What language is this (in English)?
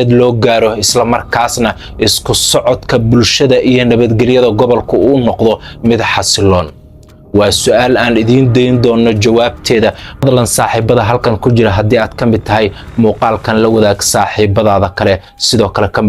Somali